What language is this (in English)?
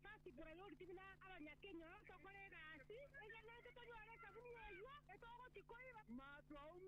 Gusii